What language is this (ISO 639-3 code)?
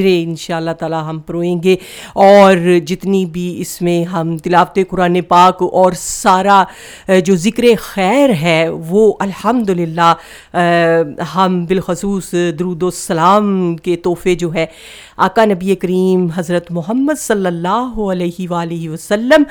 urd